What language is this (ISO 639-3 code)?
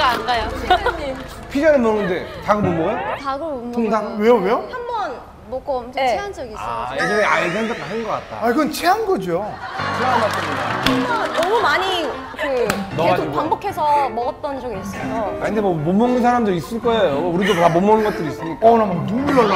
kor